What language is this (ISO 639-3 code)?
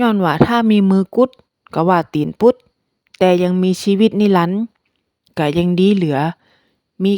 nod